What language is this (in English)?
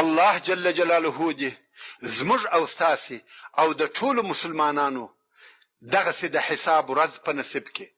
Pashto